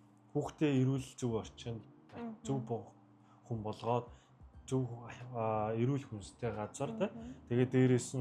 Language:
Mongolian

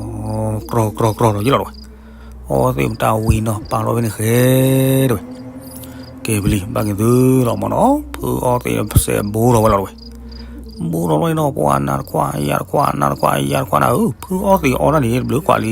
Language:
S'gaw Karen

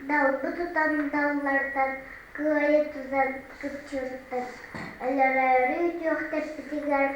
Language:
Yakut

